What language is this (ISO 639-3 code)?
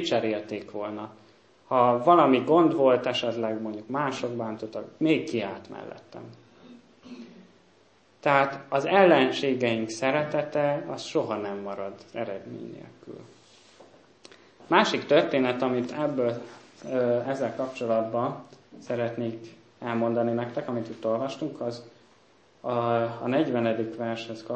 hun